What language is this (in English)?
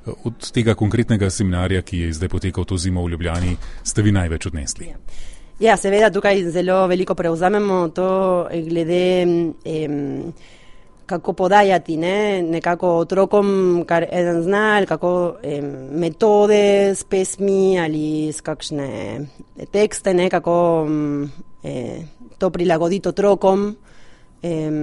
Slovenian